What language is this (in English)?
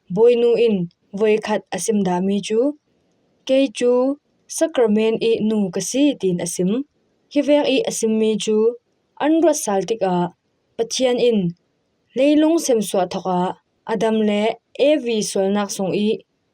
Falam Chin